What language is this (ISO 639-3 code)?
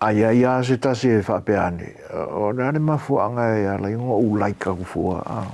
smo